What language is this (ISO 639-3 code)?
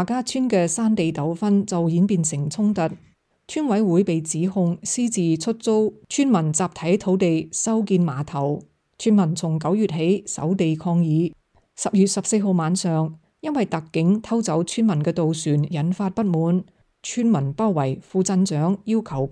yue